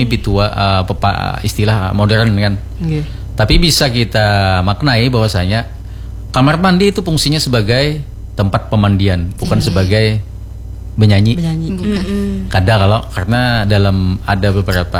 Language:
Banjar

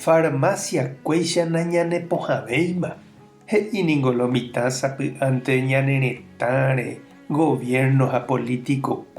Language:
Guarani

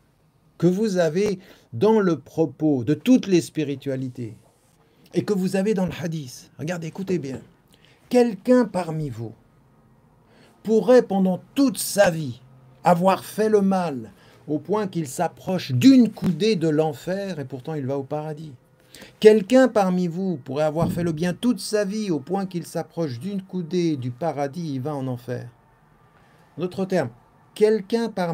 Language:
French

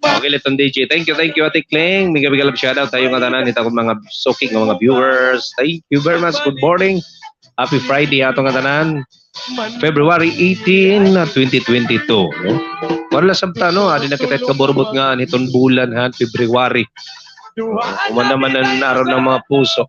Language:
Waray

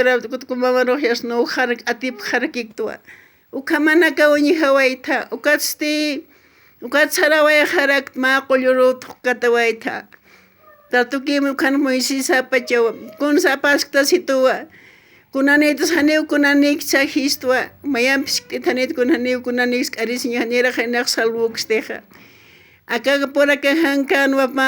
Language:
Aymara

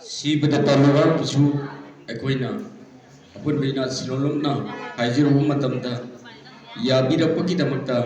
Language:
Manipuri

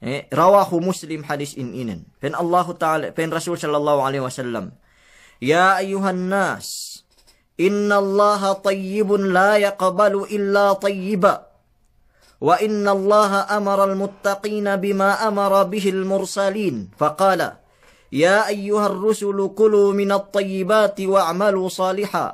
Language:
Yakan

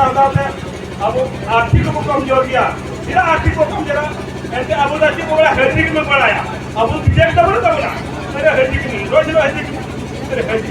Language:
Santali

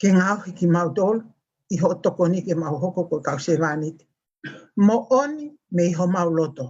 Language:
Tongan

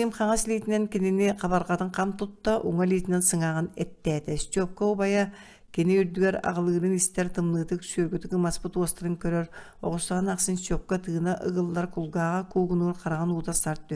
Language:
Yakut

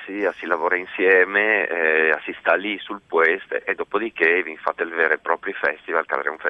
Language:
Friulian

